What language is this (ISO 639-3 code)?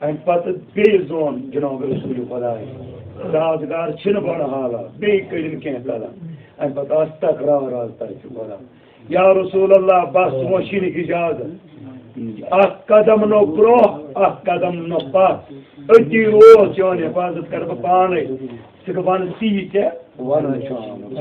kas